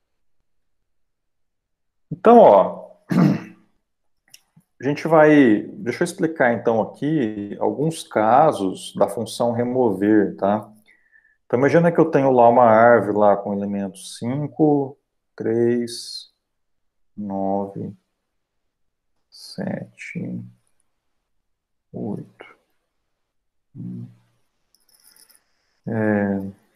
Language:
Portuguese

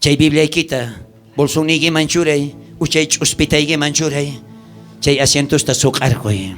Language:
South Bolivian Quechua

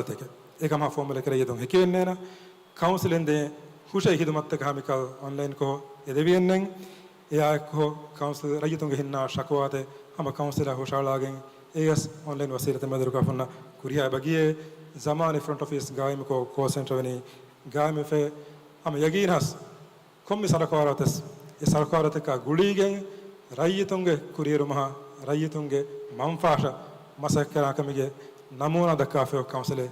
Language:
Divehi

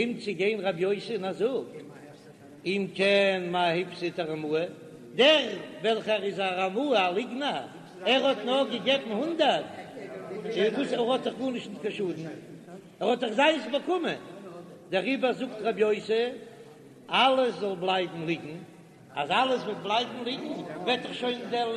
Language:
Yiddish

